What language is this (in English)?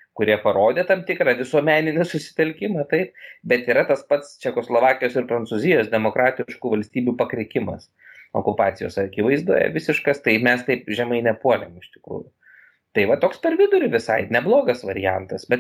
Lithuanian